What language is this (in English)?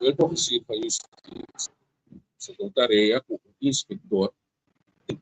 Papiamento